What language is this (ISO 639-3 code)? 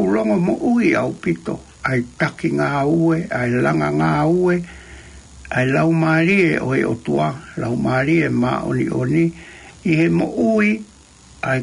ton